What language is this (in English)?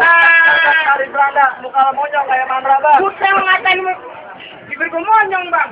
Betawi